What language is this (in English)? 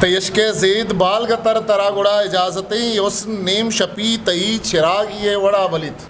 Eastern Balochi